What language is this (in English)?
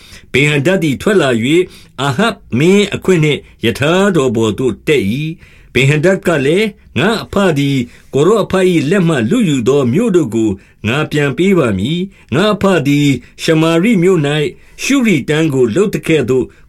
Burmese